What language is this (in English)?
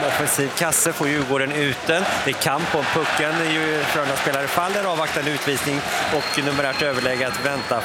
Swedish